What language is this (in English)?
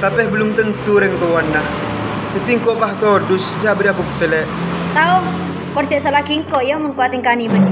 Madurese